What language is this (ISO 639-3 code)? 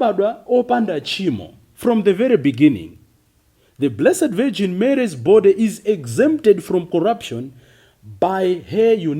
nya